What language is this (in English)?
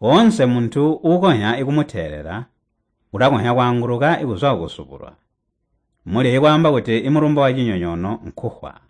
Tonga (Zambia)